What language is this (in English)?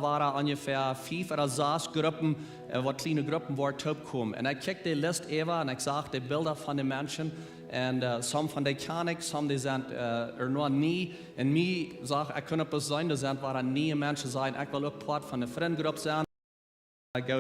Plautdietsch